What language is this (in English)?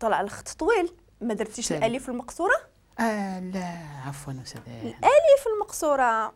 Moroccan Arabic